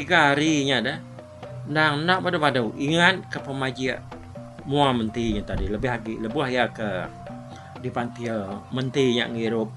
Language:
Iban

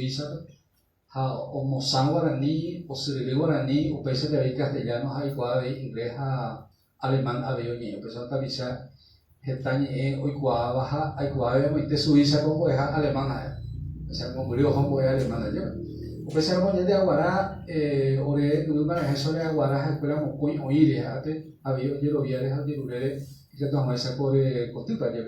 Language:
Guarani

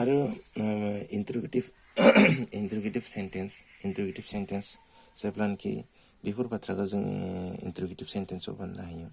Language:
Bodo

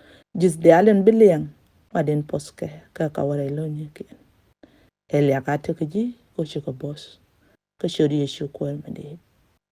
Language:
Nuer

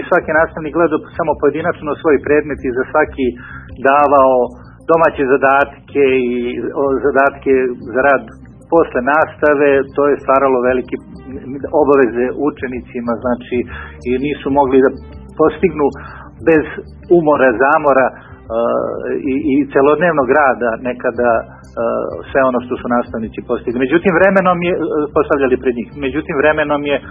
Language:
Serbian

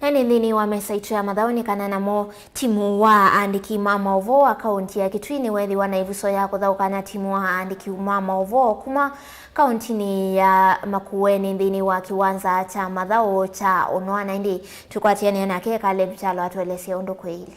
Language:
Kamba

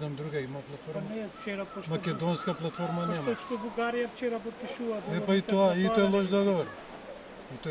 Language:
Macedonian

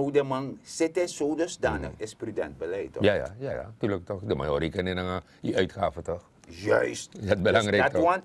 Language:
Sranan Tongo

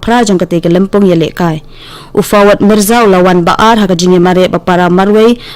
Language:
Khasi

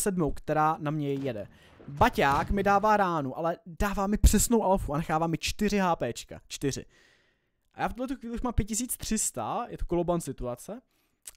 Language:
Czech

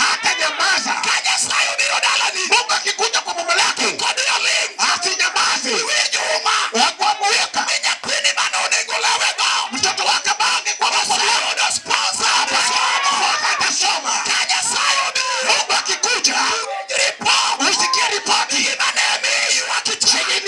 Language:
Luo (Kenya and Tanzania)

